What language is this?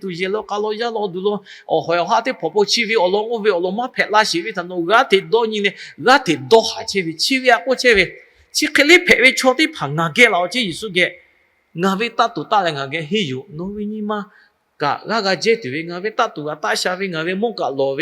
Lahu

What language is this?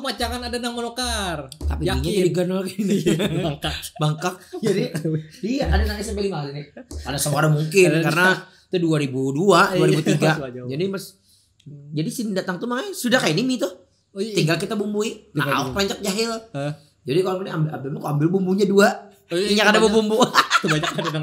Banjar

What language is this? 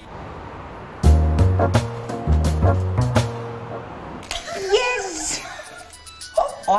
Greek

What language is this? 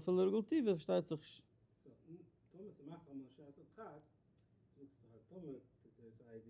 Yiddish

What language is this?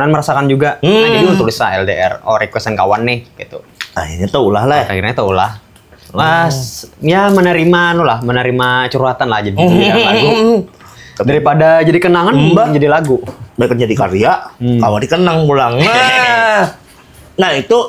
Banjar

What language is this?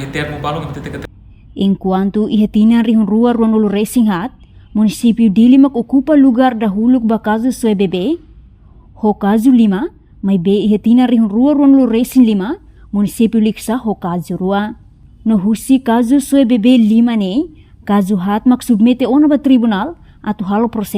Tetum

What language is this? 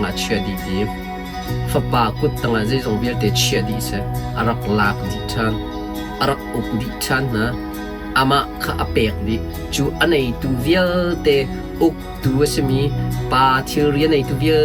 Hakha Chin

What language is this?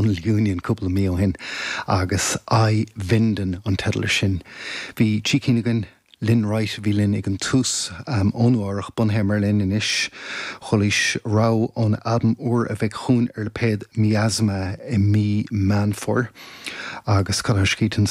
Irish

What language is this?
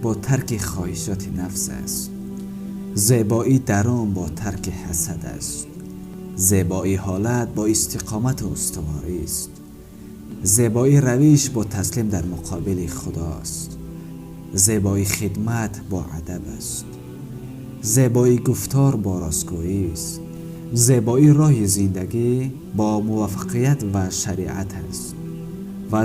Tajik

